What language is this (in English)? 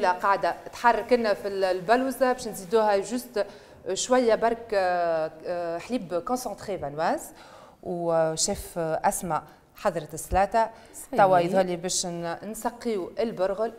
Tunisian Arabic